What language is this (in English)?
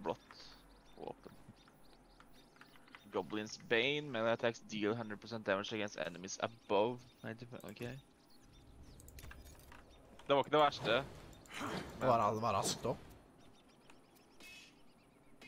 Norwegian